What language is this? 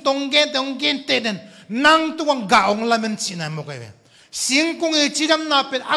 Tedim Chin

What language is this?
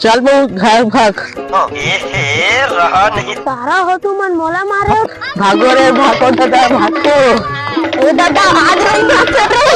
Chhattisgarhi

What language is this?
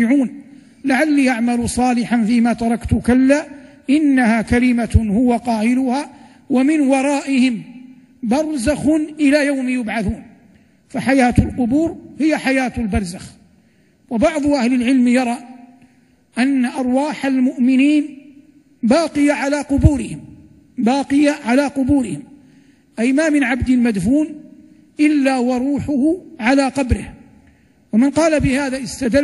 Arabic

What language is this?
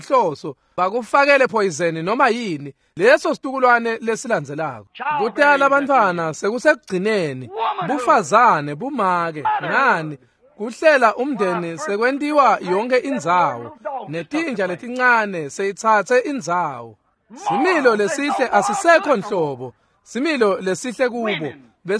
Swati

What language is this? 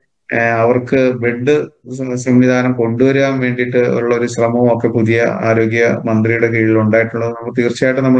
Malayalam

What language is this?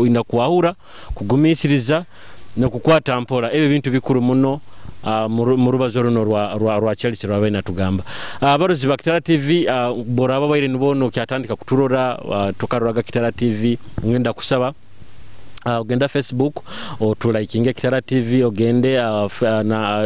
Nyoro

